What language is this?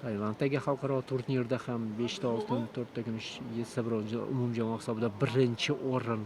Uzbek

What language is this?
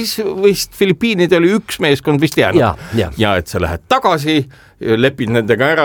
Estonian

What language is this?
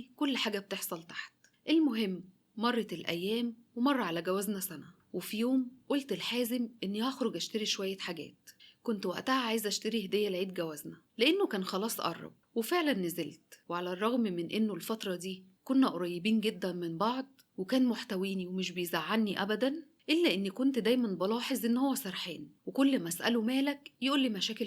Egyptian Arabic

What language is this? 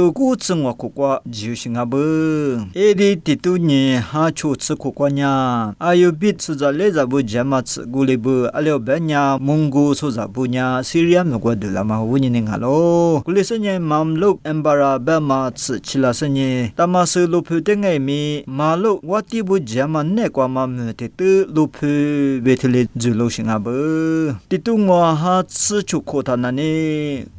Lisu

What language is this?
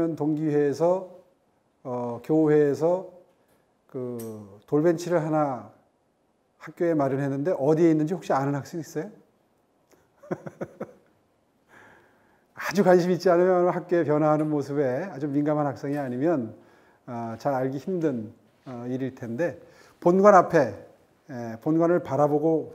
Korean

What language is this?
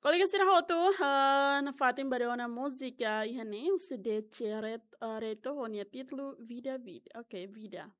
Tetum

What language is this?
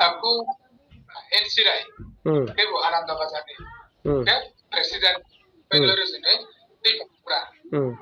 Riang (India)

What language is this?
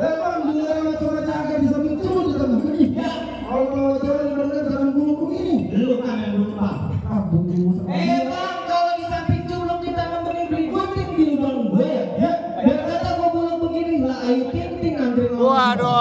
Betawi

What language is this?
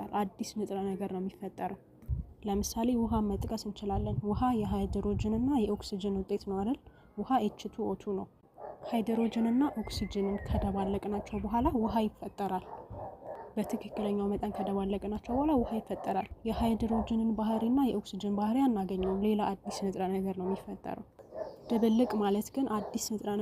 Amharic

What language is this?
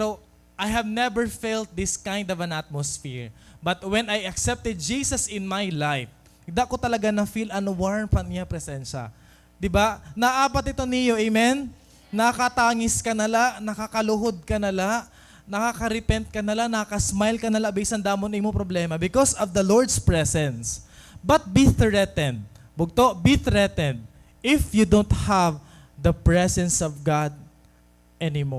Waray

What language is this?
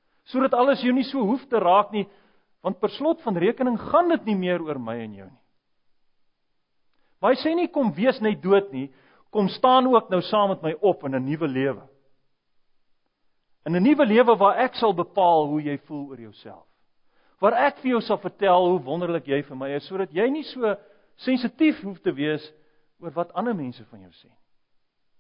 Afrikaans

